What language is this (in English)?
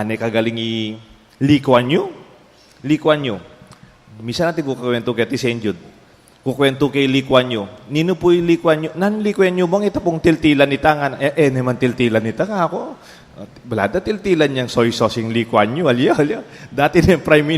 Pampanga